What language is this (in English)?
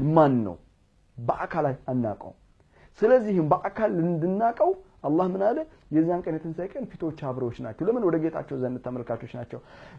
Amharic